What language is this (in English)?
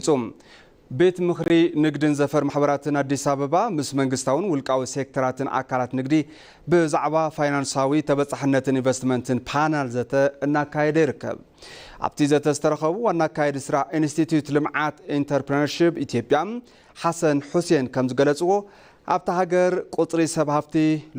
Tigrinya